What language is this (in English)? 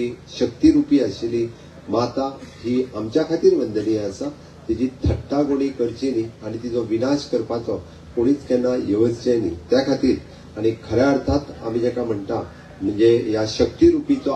Konkani